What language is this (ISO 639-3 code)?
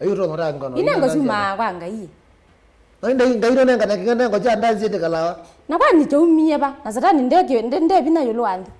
kam